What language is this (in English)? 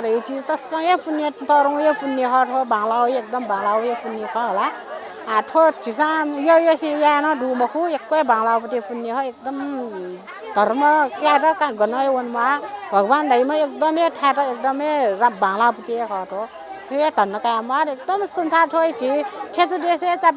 Newari